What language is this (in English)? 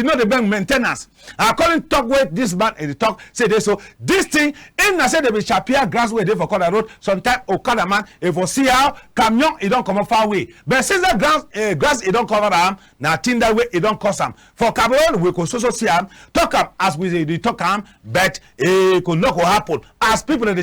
Cameroon Pidgin